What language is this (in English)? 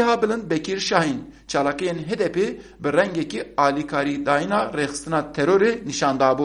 Kurdish